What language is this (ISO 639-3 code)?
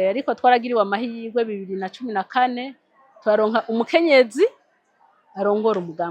run